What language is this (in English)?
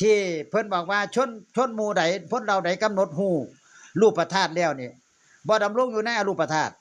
Northeastern Thai